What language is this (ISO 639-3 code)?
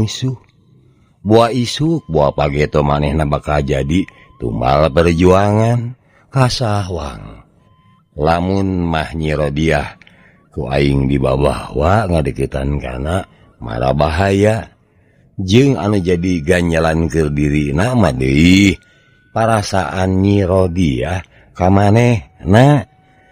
sun